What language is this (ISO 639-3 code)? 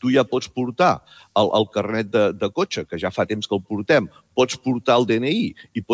cat